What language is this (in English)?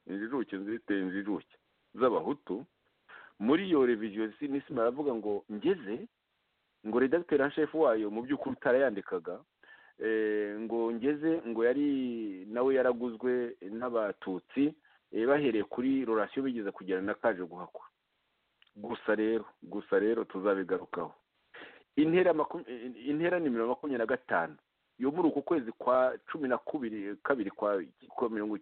Kinyarwanda